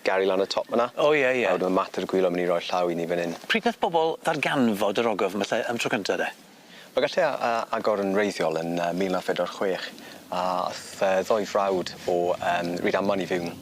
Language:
Welsh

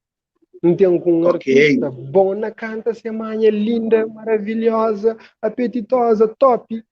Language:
Kabuverdianu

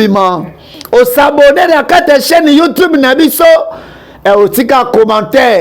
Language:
Lingala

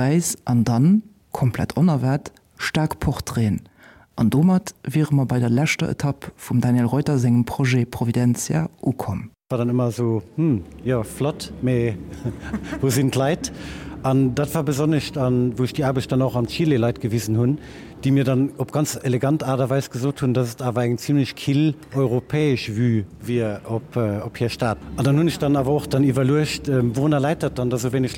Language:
Luxembourgish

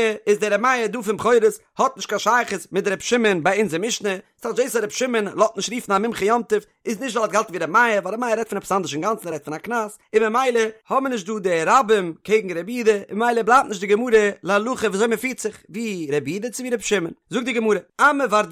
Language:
Yiddish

